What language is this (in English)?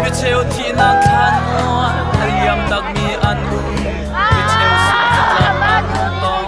Hakha Chin